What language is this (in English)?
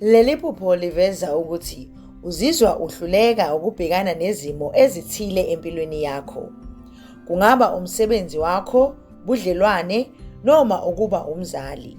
Zulu